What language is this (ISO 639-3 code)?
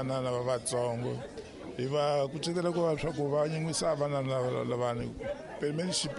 tso